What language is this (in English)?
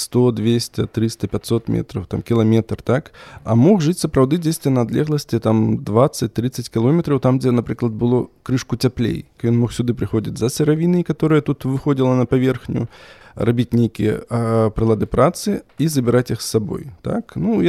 Belarusian